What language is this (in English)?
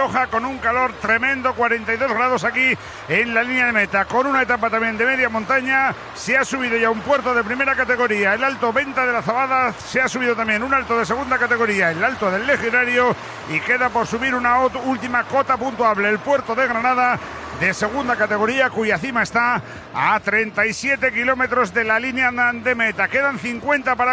Spanish